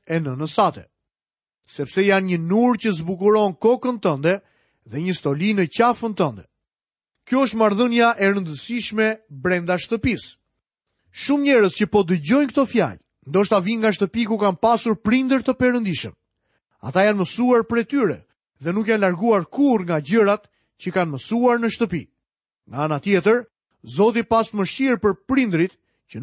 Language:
Albanian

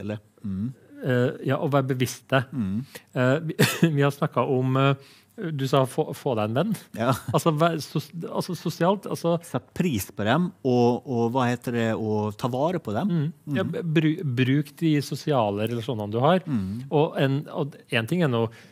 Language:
Norwegian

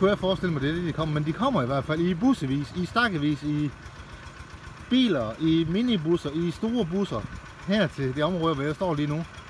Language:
Danish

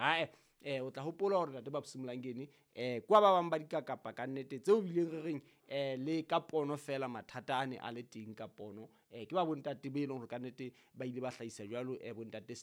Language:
Southern Sotho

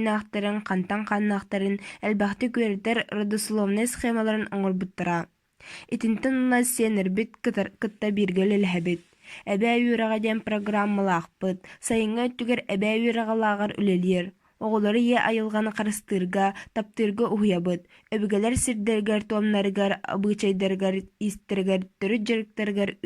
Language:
Yakut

